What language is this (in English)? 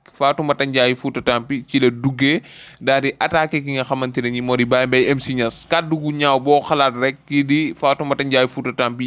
Wolof